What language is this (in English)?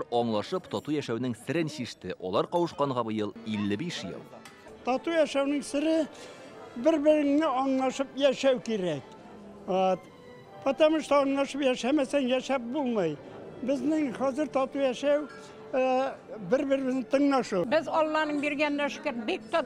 Tatar